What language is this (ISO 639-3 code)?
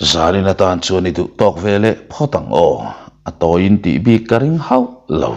lus